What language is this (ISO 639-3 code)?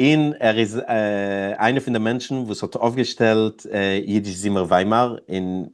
yid